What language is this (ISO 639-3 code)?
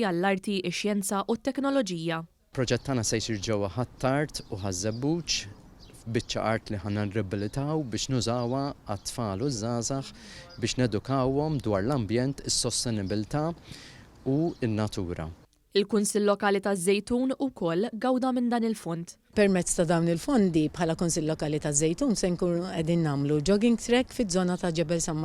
mlt